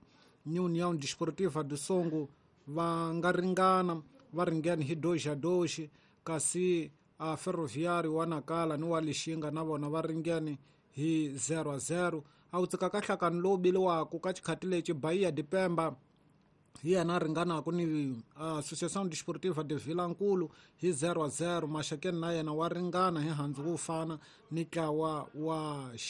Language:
Tsonga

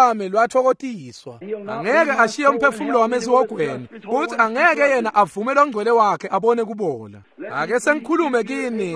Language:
Swati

